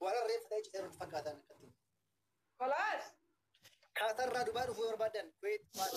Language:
Oromo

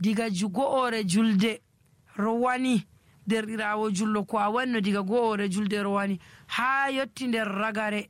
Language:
Nigerian Fulfulde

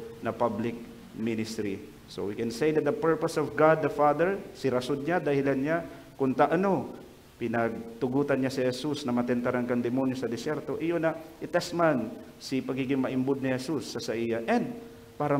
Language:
Bikol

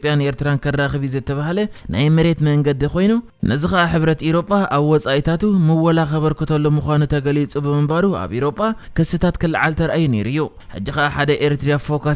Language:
Tigrinya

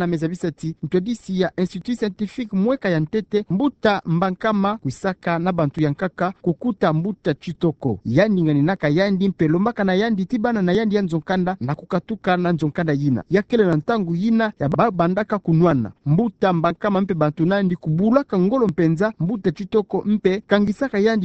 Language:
Kituba (Democratic Republic of Congo)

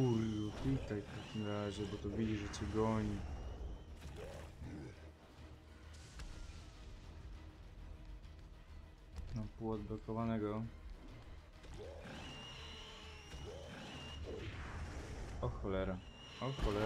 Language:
Polish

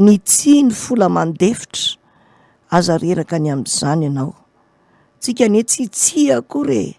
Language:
Malagasy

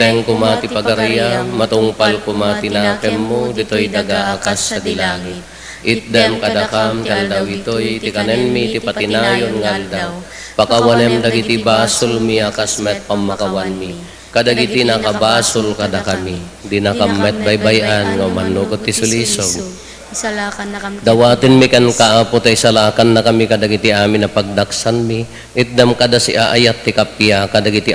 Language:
Iloko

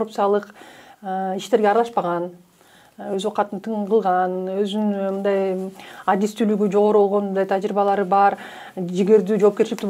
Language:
Kyrgyz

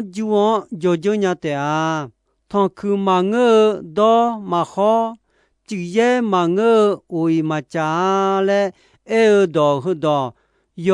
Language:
Akha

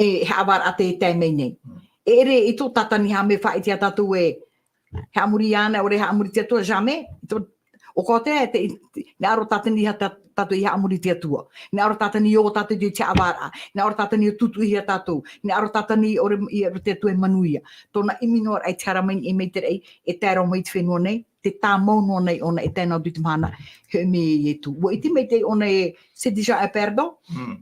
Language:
Tahitian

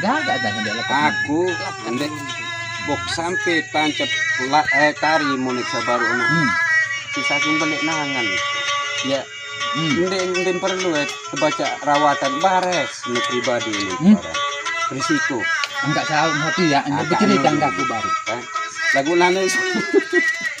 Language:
Sasak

